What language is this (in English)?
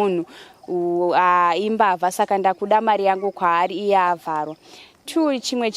Shona